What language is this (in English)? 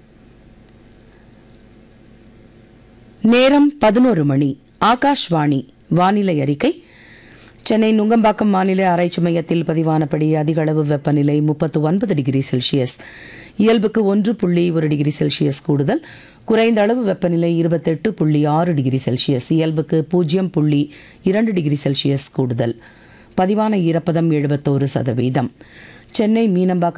Tamil